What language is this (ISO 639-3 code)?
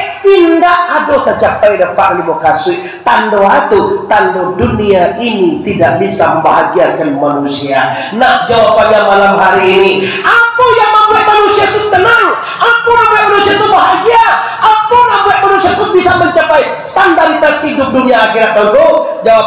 min